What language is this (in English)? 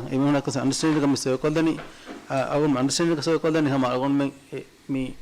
Divehi